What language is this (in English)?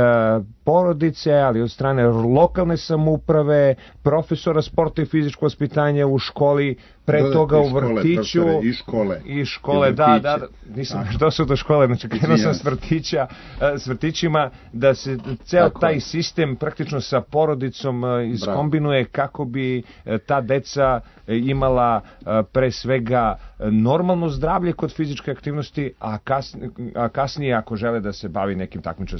Serbian